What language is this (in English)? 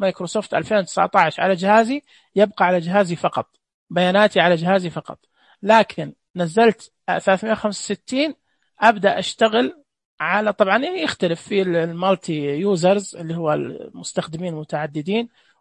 Najdi Arabic